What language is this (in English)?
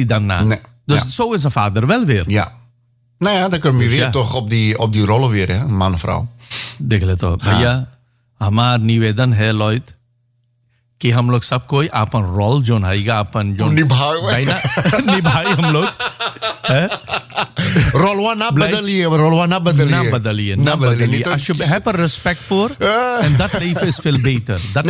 Dutch